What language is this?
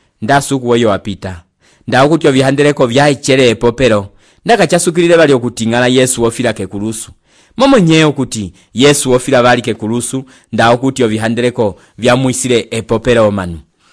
Umbundu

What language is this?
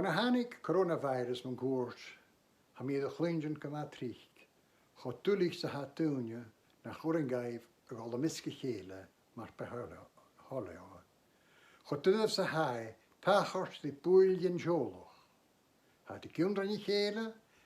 Scottish Gaelic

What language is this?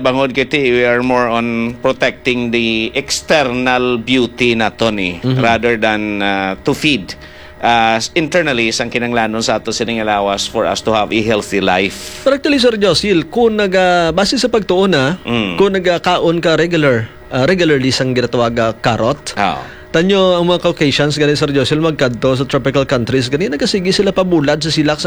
Hiligaynon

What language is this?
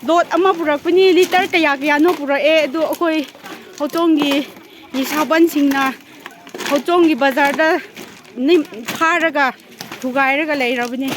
Manipuri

